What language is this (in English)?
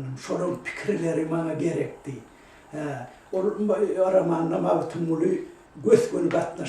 Turkmen